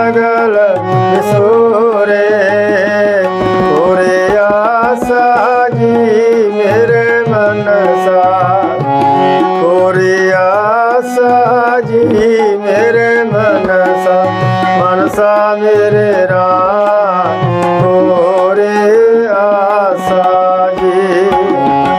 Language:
Punjabi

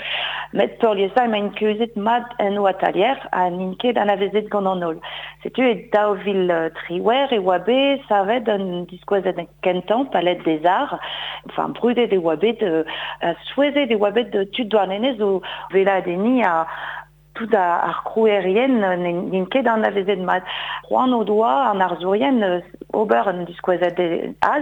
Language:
Breton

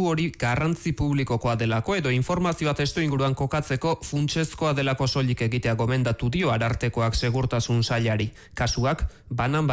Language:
Basque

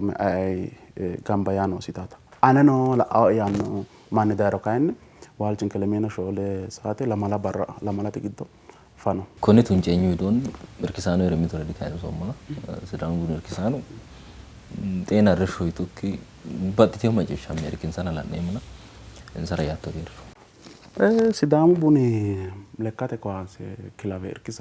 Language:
Sidamo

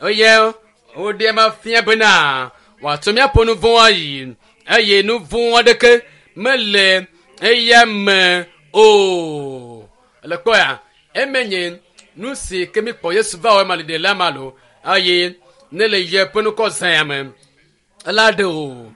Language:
Ewe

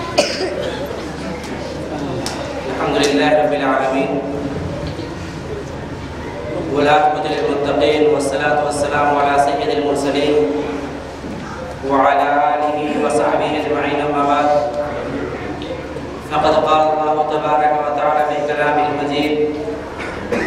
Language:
Urdu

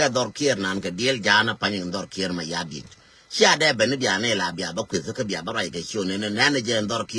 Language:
Nuer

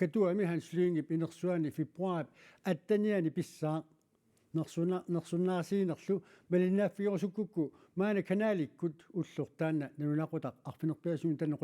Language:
Kalaallisut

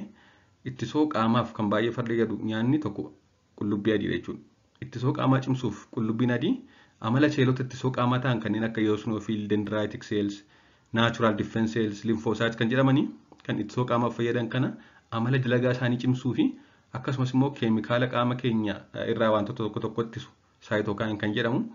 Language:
Oromo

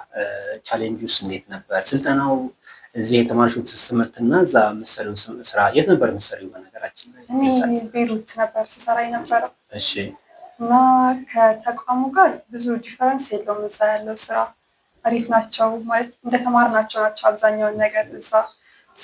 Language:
Amharic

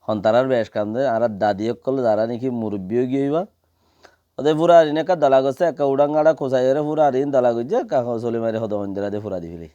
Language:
Rohingya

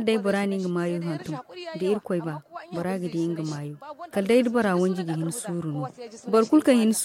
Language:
Zarma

